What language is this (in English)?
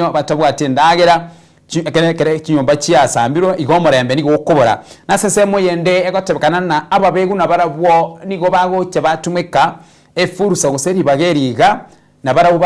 Gusii